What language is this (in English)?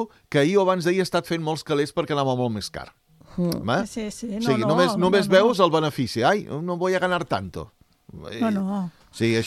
Catalan